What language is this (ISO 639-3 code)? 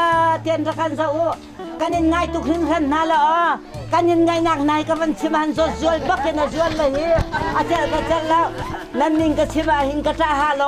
cnh